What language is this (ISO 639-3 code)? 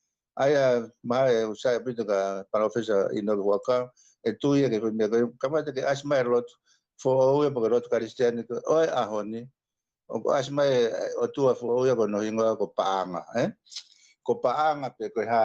ton